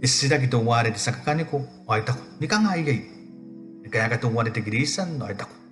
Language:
Gilbertese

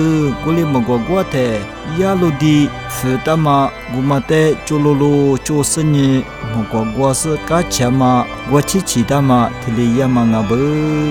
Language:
Lisu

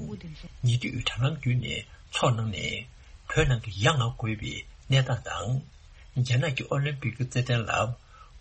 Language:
Tibetan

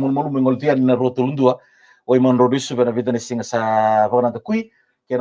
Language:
Fijian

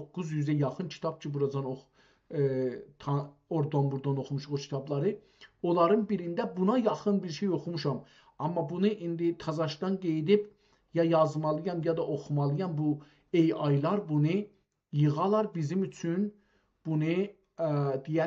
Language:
South Azerbaijani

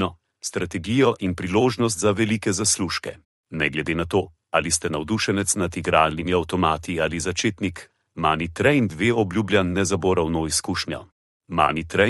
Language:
Slovenian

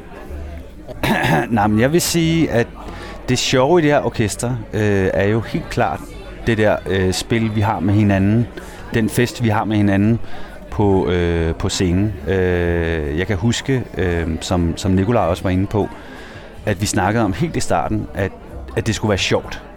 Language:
Danish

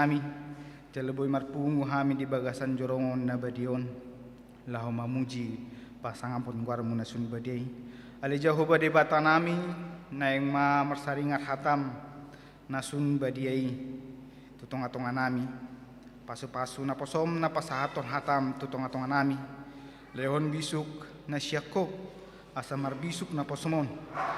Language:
Batak Toba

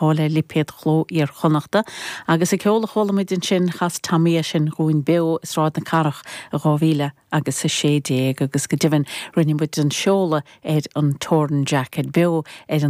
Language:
Irish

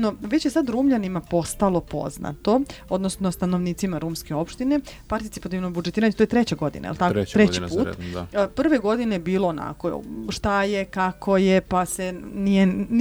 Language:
Serbian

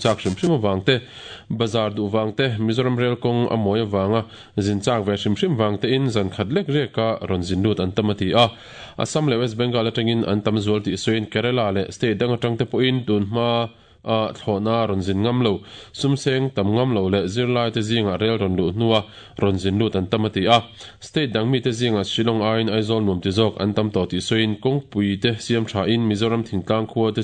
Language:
Mizo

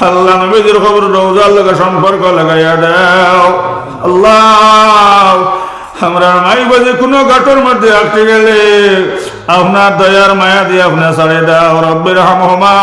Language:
Sylheti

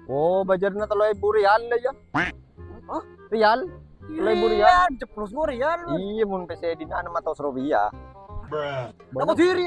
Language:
Madurese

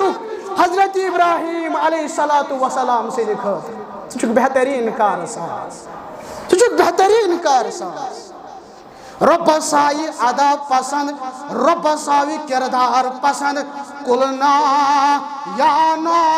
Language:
Kashmiri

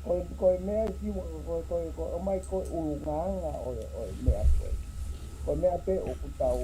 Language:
Tongan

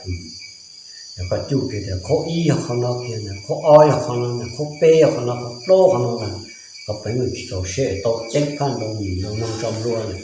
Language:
Hmong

